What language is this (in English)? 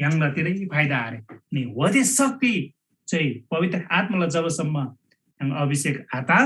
Eastern Tamang